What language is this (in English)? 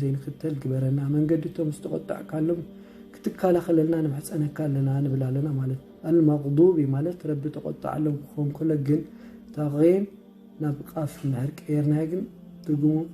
Tigrinya